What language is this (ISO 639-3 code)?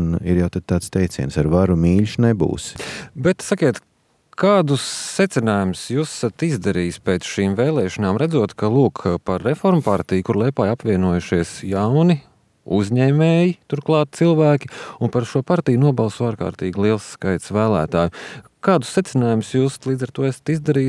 lav